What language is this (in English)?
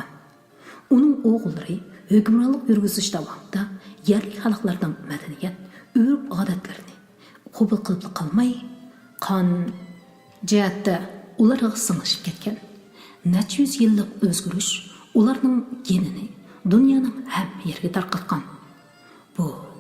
Uyghur